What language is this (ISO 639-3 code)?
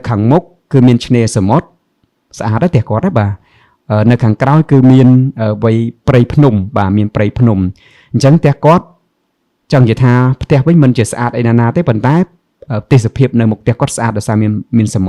khm